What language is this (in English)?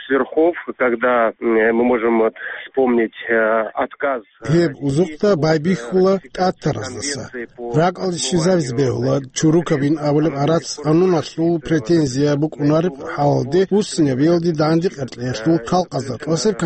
Avaric